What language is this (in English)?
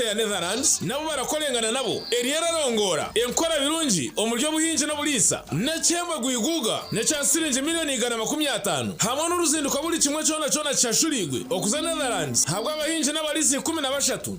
Nyankole